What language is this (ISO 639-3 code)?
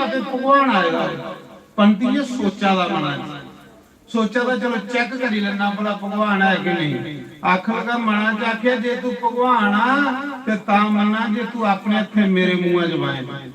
doi